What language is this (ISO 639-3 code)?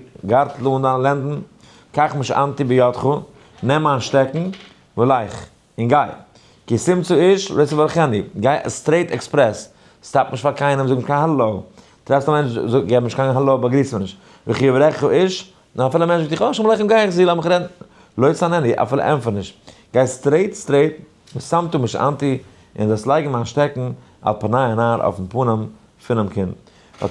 yid